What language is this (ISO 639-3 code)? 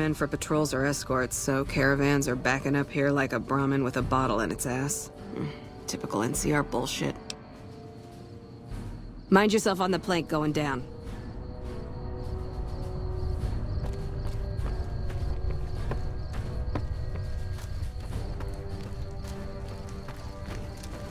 eng